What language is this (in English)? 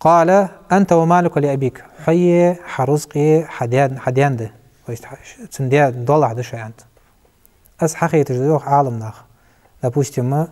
Ingush